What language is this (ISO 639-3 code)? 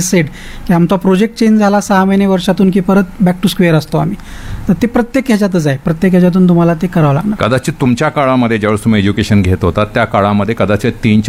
mar